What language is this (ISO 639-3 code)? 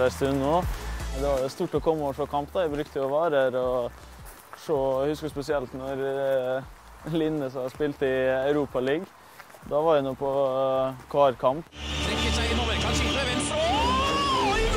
nor